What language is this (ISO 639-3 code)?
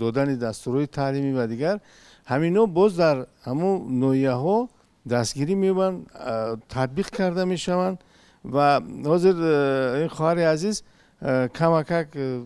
tgk